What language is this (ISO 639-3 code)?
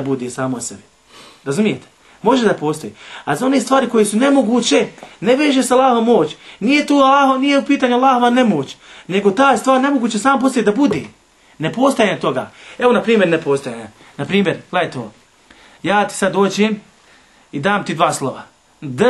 bos